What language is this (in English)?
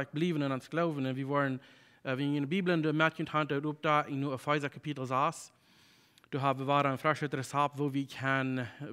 Plautdietsch